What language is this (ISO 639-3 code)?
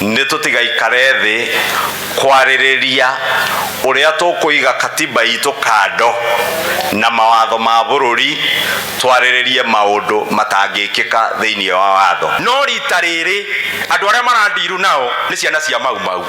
kik